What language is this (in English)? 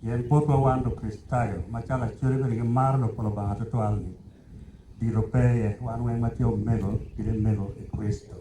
Acoli